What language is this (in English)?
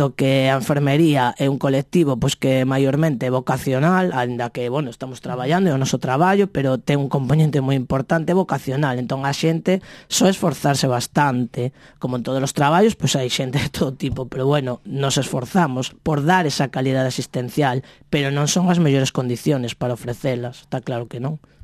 Galician